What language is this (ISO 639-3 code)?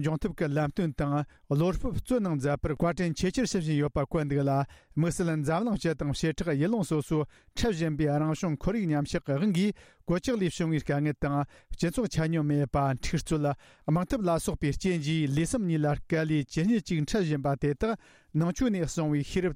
bod